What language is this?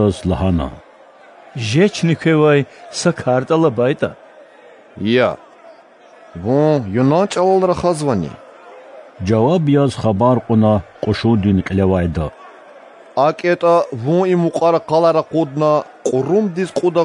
Lezghian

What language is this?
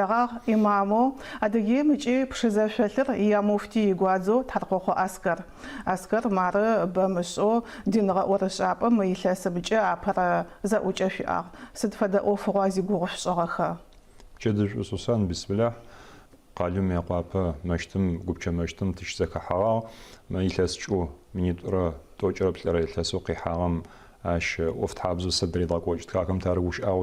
Adyghe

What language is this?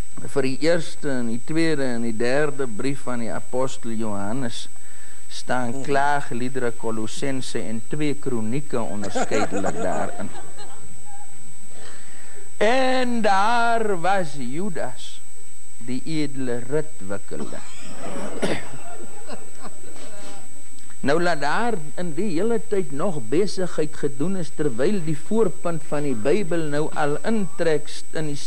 Afrikaans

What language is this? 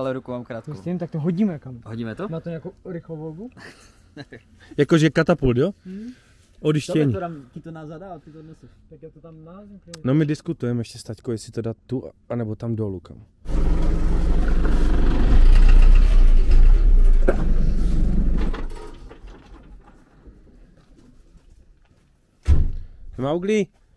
Czech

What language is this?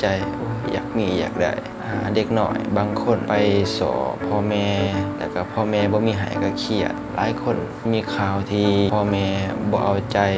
Lao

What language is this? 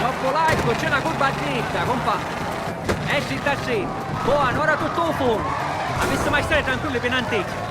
Sicilian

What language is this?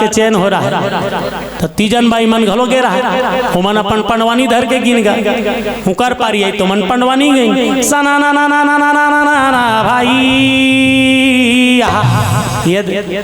Chhattisgarhi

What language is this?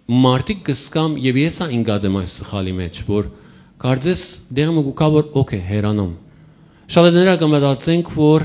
Western Armenian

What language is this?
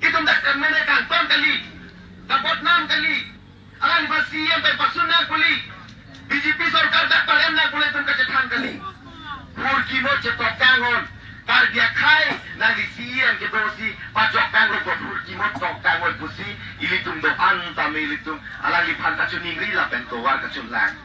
Karbi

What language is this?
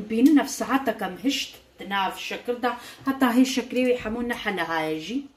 Kurdish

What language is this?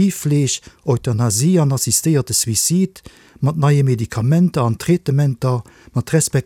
Luxembourgish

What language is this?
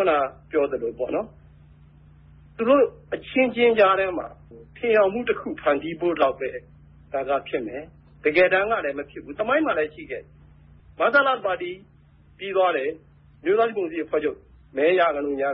Burmese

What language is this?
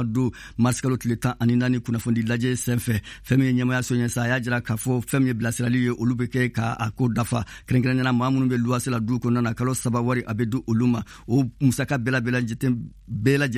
Bambara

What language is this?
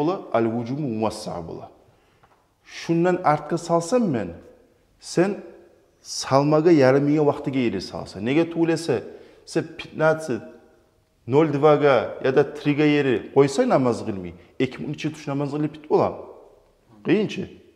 Kumyk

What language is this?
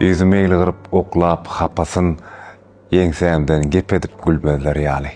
Turkmen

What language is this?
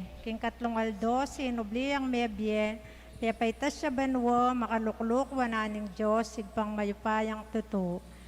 Pampanga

